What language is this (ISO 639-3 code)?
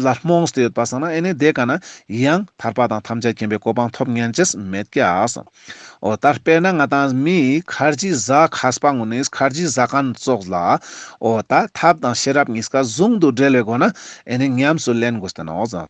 lbj